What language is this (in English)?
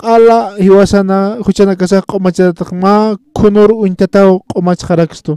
Aymara